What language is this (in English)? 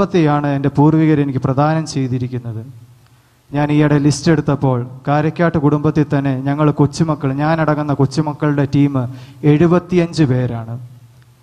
Malayalam